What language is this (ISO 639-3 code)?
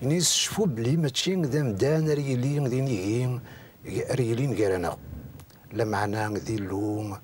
kab